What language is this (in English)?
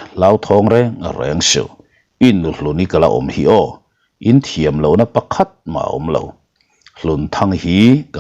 Mizo